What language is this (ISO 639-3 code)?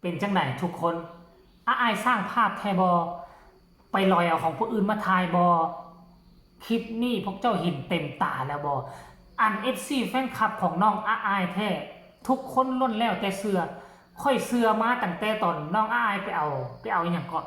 tts